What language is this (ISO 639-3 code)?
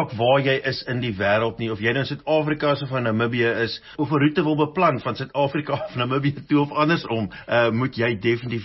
afr